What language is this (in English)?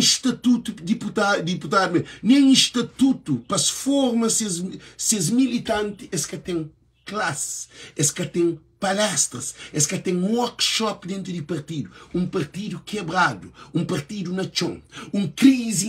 Kabuverdianu